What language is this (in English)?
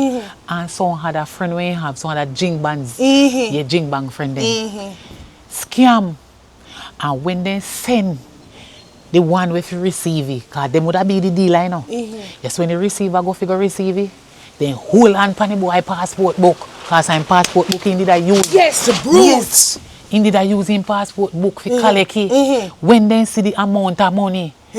Jamaican Creole English